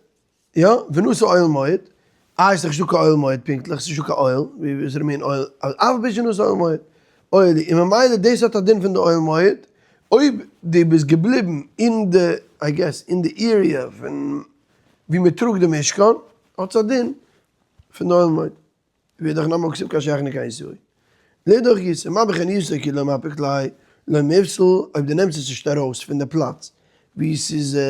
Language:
Yiddish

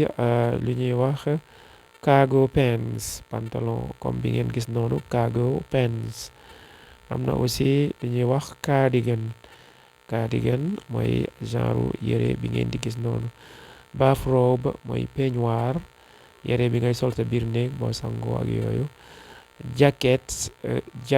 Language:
Wolof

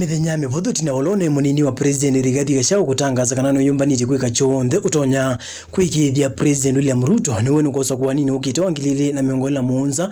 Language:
Kamba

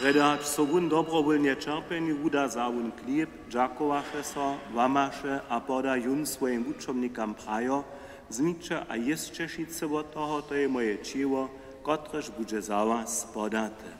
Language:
Upper Sorbian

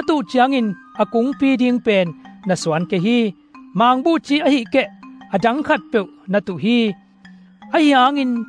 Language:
Tedim Chin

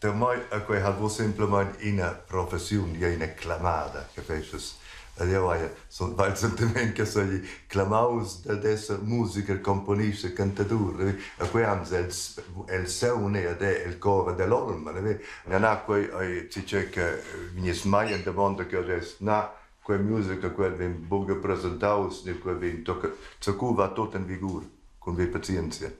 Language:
Romansh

